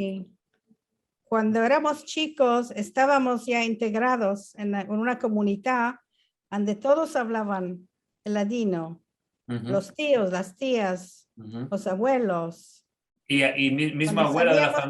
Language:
Ladino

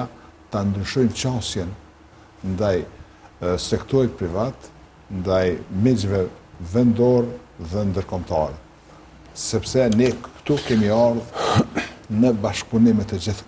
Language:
Albanian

